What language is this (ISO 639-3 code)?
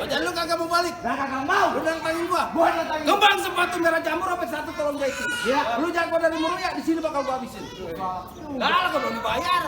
bew